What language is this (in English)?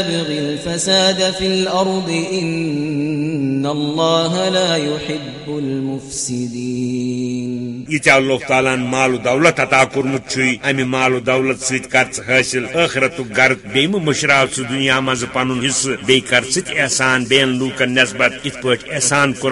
Kashmiri